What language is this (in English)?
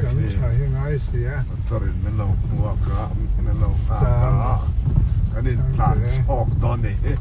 Mizo